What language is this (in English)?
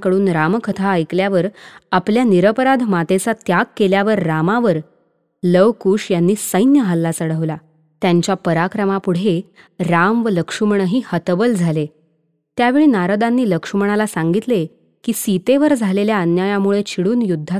Marathi